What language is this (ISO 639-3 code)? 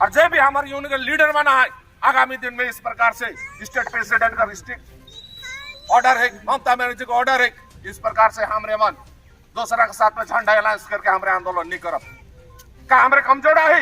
sck